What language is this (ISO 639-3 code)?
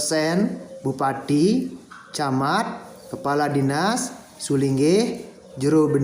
ban